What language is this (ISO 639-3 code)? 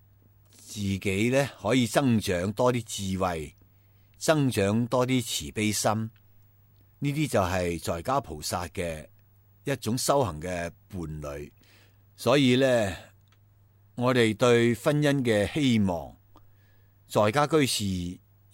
yue